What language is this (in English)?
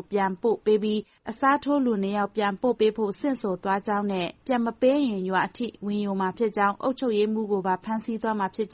Burmese